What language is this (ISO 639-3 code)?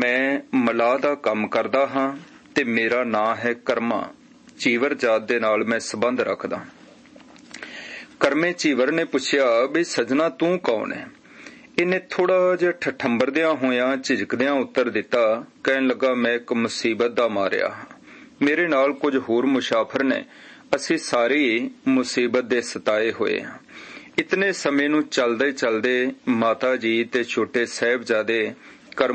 pan